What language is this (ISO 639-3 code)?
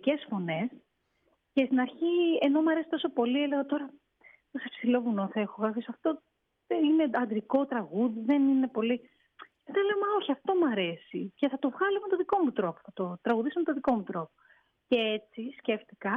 ell